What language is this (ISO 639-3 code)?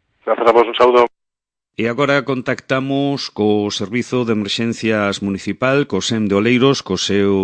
glg